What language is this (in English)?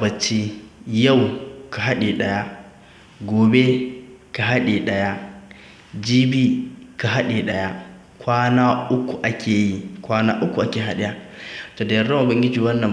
Hausa